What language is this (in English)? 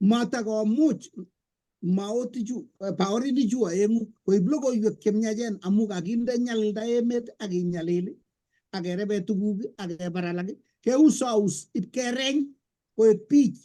Kalenjin